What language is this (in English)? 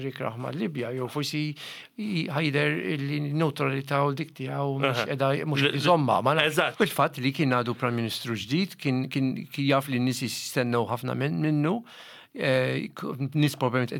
Maltese